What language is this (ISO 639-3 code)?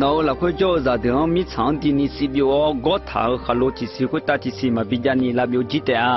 ahk